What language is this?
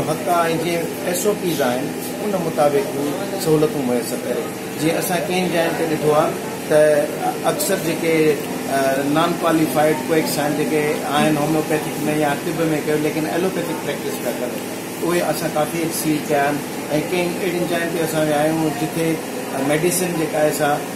Sindhi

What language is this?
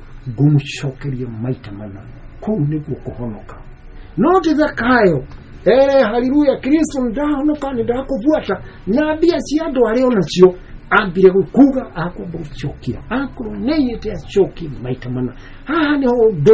Kikuyu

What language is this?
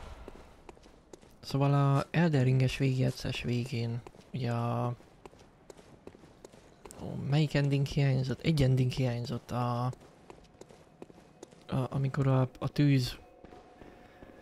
Hungarian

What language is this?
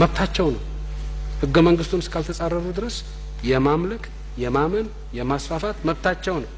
Amharic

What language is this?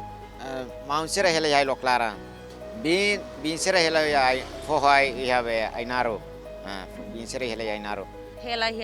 Tetum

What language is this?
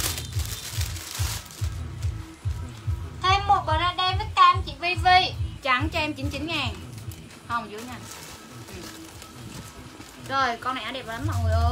Vietnamese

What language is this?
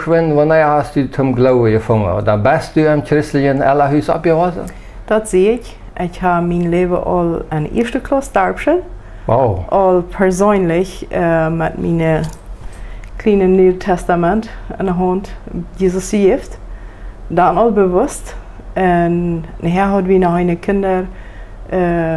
Plautdietsch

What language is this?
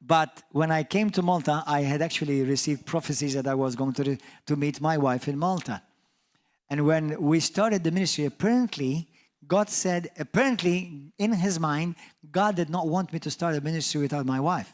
English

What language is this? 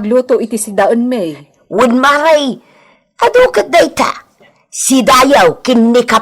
Iloko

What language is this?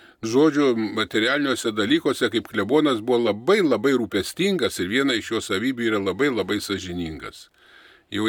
Lithuanian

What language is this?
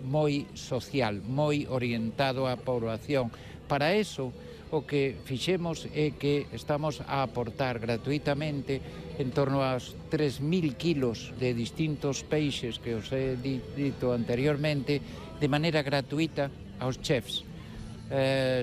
Galician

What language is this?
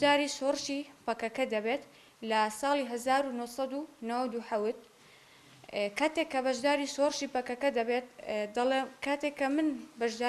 Central Kurdish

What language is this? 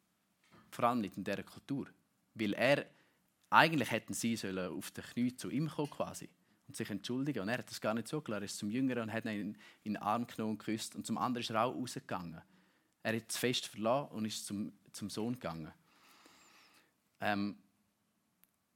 German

